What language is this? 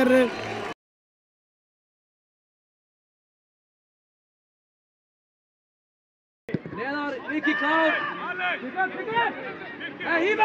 Icelandic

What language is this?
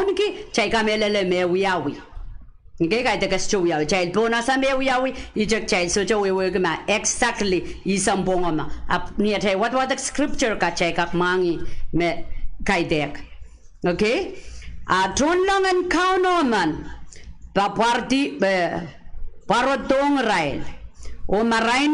Pohnpeian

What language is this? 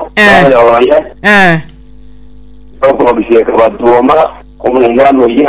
Gusii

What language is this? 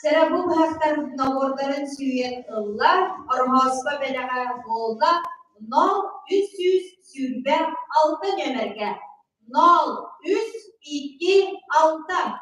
Yakut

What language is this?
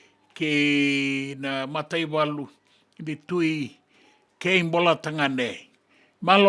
Fijian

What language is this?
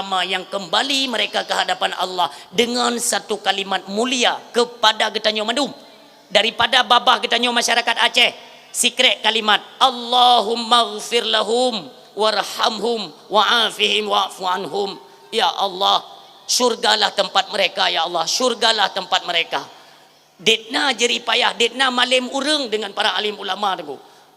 Achinese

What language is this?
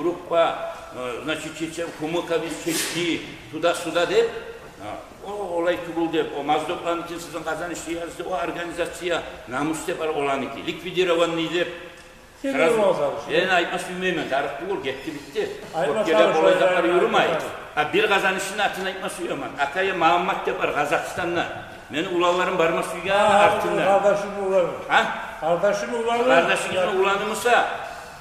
Kumyk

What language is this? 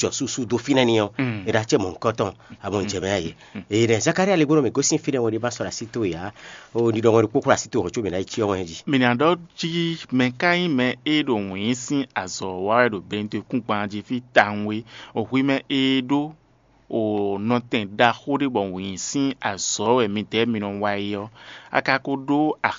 Fon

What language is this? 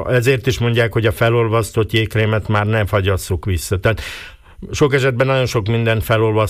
Hungarian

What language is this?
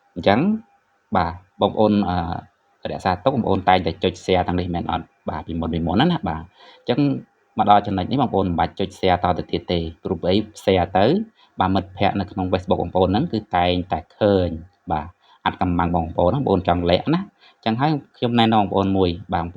Khmer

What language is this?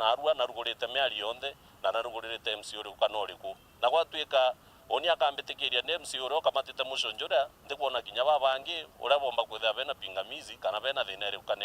Meru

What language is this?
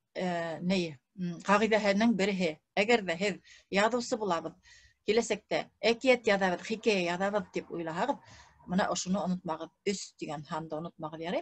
Bashkir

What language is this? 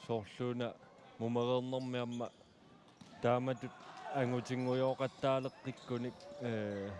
Kalaallisut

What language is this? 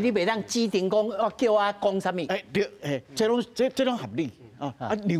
Min Nan Chinese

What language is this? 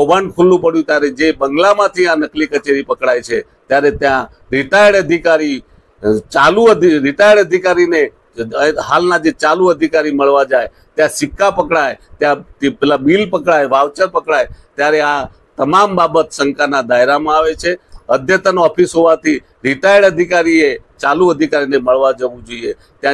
Gujarati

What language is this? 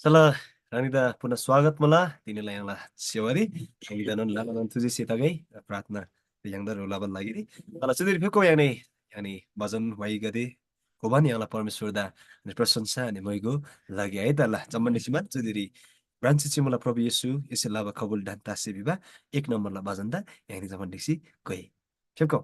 Eastern Tamang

